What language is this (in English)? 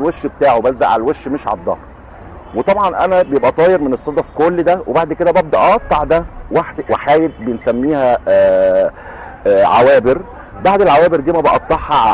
Egyptian Arabic